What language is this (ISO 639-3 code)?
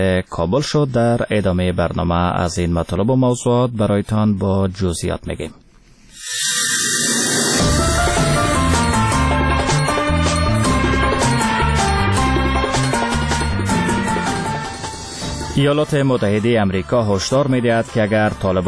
fas